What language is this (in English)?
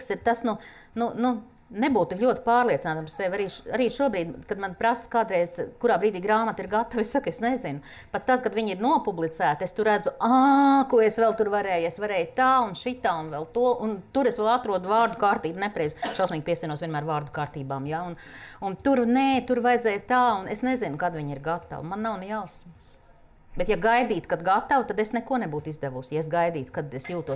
Latvian